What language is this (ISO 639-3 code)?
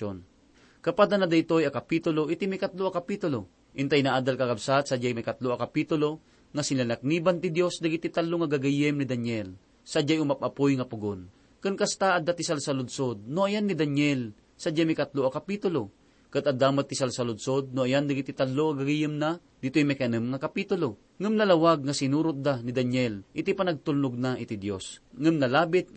ilo